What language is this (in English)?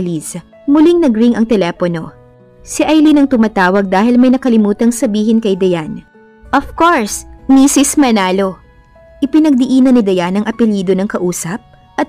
Filipino